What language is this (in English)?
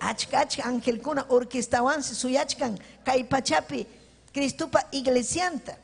Ayacucho Quechua